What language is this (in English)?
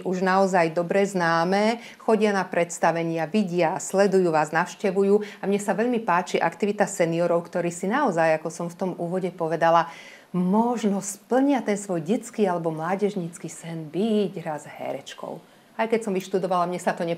Slovak